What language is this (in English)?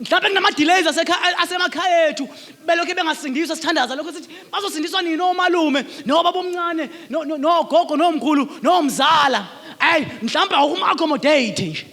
Zulu